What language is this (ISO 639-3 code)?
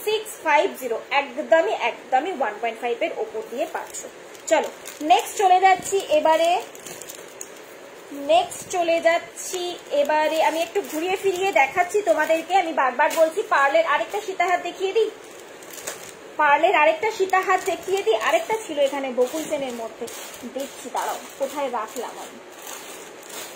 ben